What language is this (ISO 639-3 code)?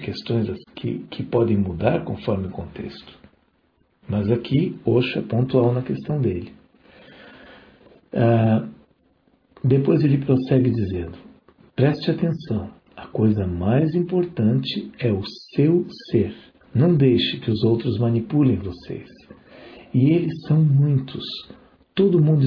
por